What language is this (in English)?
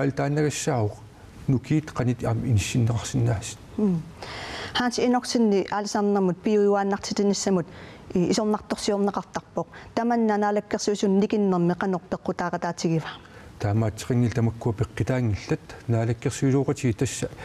Kalaallisut